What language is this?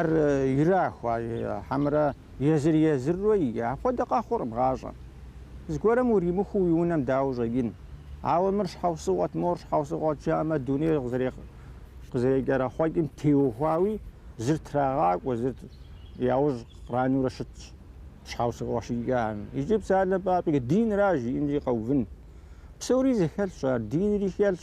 Kabardian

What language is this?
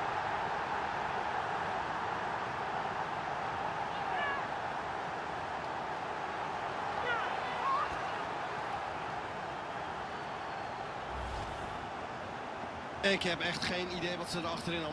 Dutch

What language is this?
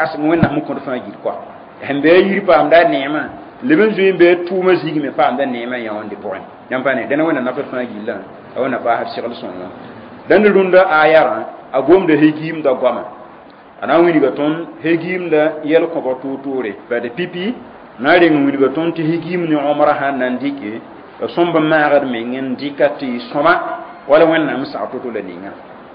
Mossi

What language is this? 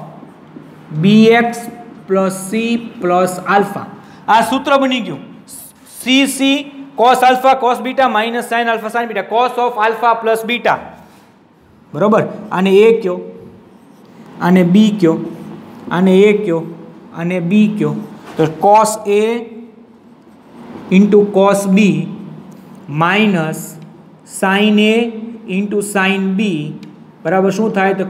Gujarati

